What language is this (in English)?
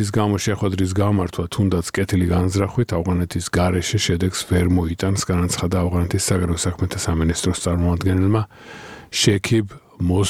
Georgian